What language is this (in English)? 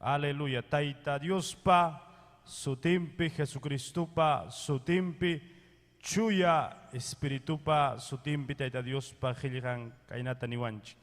Ayacucho Quechua